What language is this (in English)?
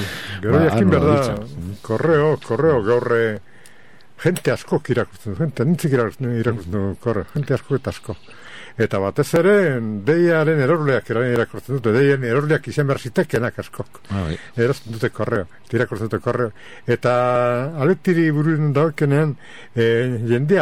Basque